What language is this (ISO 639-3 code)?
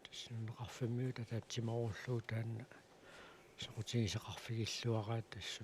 kal